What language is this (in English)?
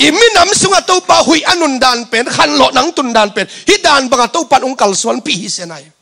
Tedim Chin